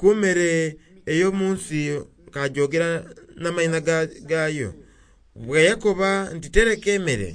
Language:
Soga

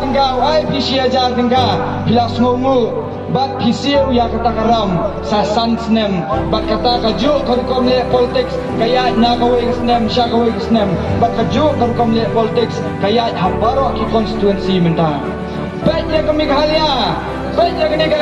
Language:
Khasi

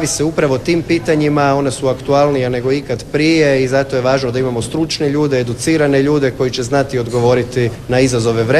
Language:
Croatian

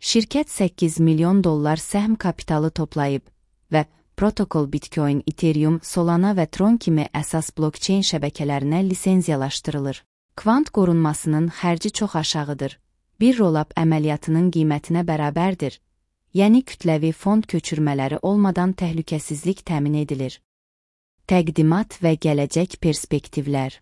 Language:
Azerbaijani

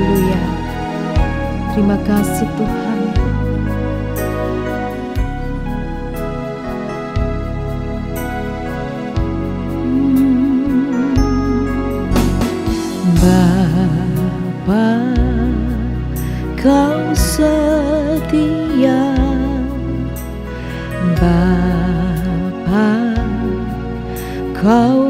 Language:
Indonesian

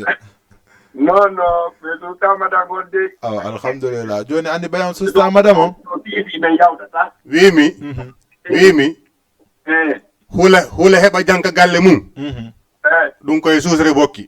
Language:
Fula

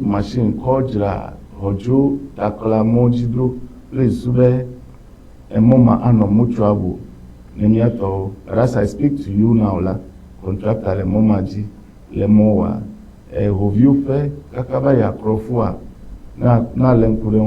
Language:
Ewe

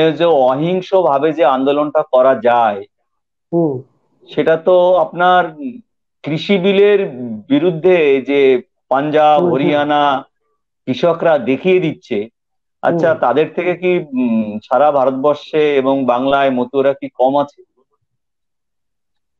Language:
Bangla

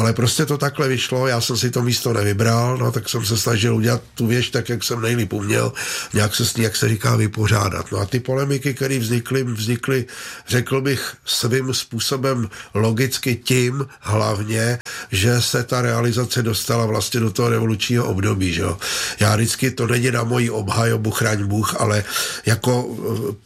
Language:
Czech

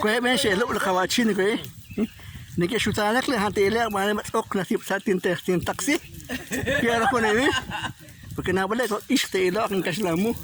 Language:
Kekchí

